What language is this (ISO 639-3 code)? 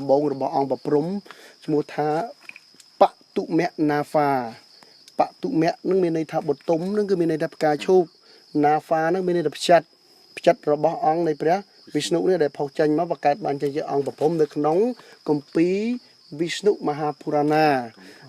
khm